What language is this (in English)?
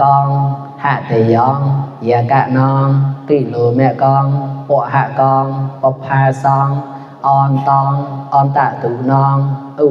Mon